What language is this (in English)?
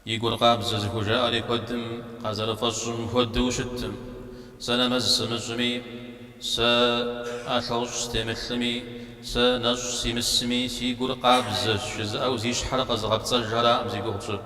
Kabardian